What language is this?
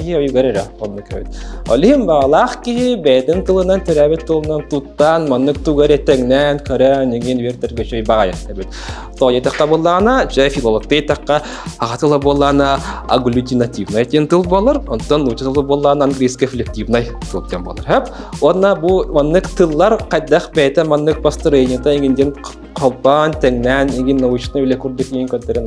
Yakut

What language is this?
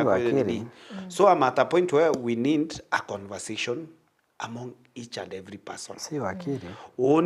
Meru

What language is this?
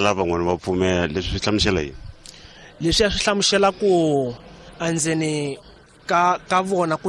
Tsonga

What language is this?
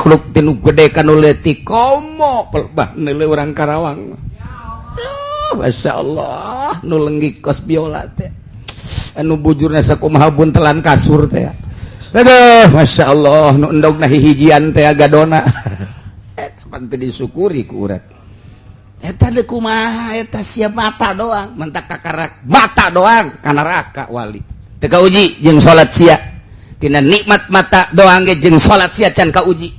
Sundanese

